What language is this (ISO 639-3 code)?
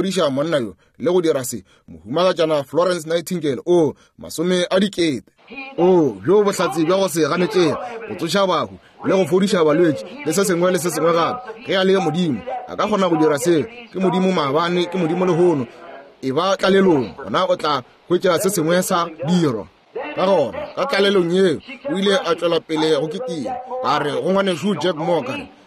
nso